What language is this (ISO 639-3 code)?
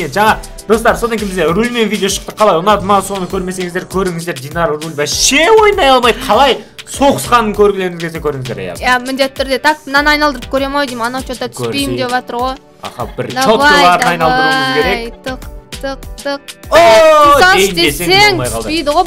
kaz